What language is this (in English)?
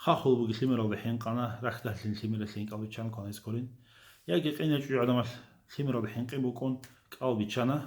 Avaric